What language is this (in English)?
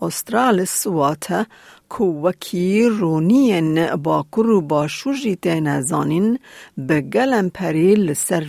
Kurdish